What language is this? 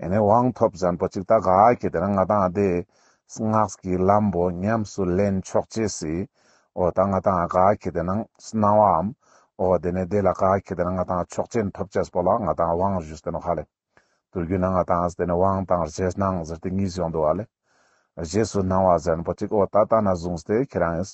Ladakhi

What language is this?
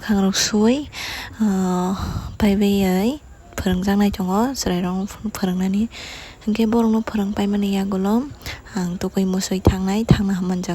Kok Borok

